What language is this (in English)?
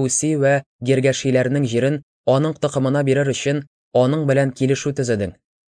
Tatar